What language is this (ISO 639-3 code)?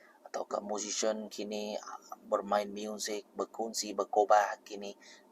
iba